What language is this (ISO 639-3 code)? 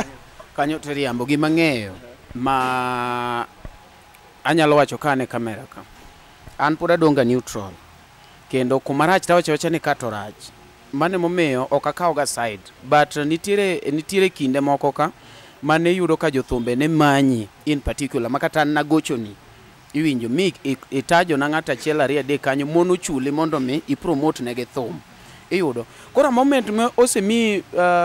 luo